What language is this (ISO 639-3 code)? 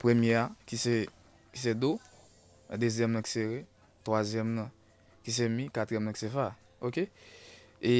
hat